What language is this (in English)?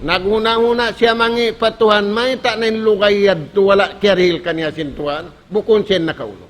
Tausug